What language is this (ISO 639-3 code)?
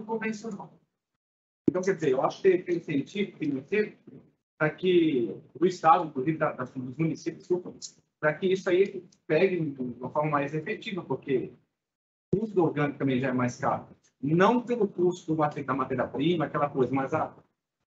por